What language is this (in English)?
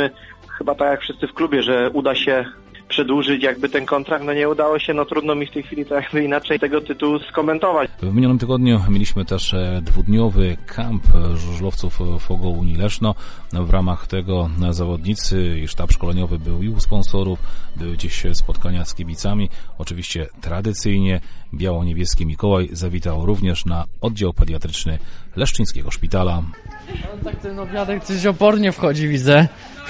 Polish